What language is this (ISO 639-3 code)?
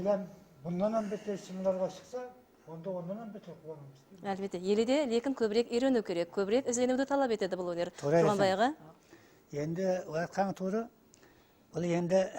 kaa